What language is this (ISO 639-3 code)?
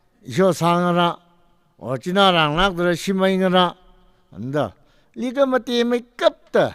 nmf